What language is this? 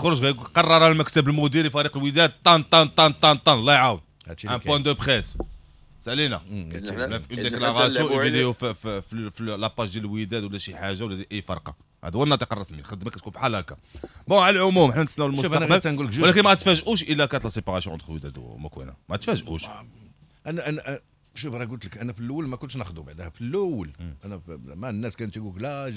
Moroccan Arabic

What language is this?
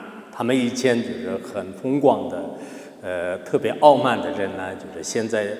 Chinese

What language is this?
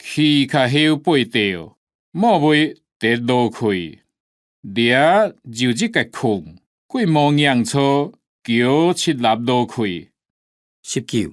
Hakka Chinese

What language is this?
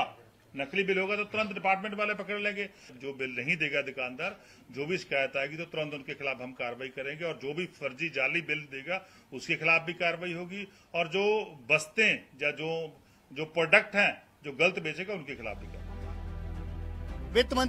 Hindi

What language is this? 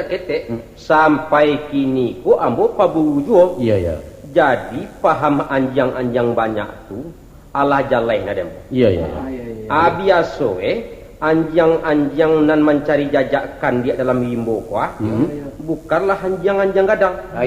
Minangkabau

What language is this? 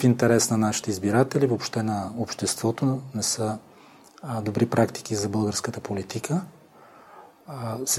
Bulgarian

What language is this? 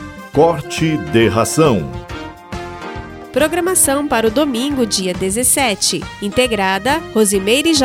Portuguese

